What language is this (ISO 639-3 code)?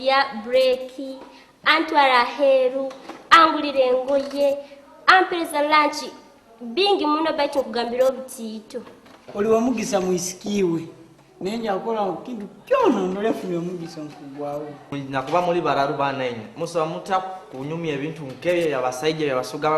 nyo